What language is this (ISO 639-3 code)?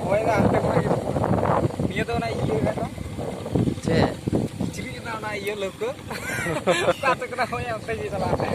sat